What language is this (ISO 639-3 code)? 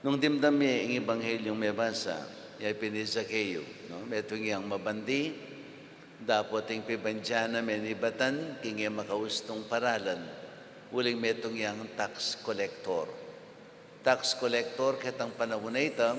pam